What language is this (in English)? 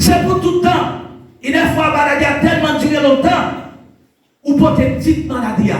Haitian Creole